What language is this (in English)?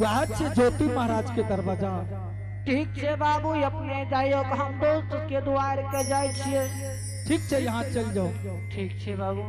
Angika